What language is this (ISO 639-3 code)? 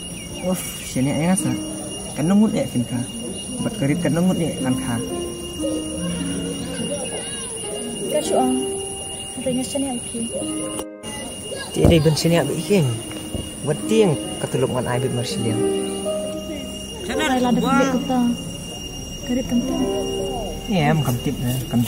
kha